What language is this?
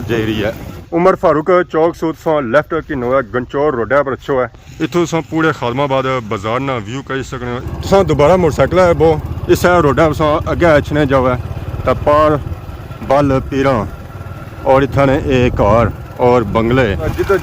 Pahari-Potwari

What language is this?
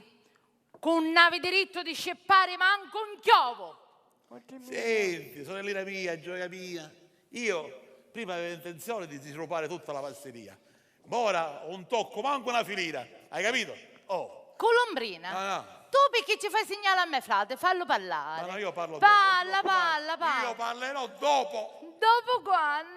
Sicilian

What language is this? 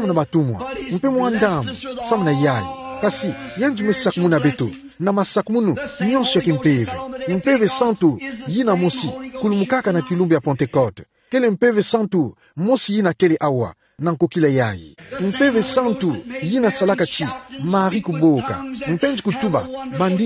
Kituba (Democratic Republic of Congo)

